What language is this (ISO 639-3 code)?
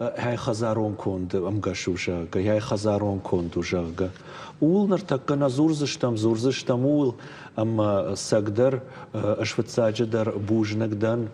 oss